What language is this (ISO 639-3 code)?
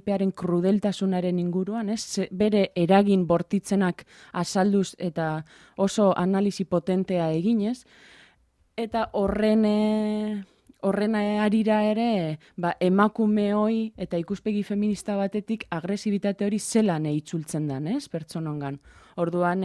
eus